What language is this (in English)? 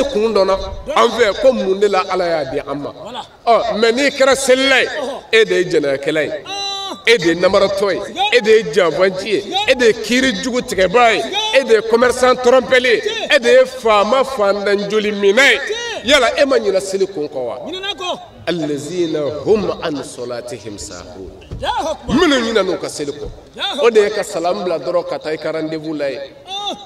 Bambara